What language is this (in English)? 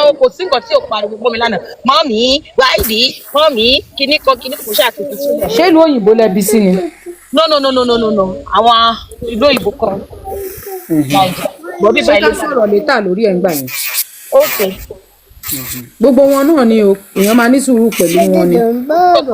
Yoruba